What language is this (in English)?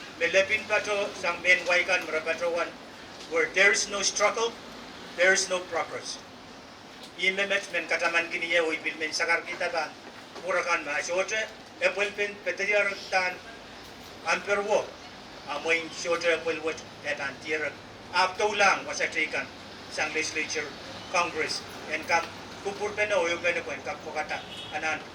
Pohnpeian